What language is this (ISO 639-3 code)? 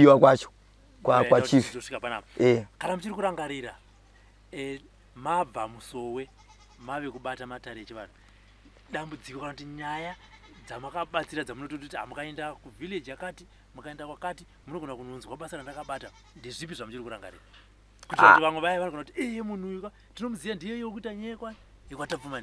sna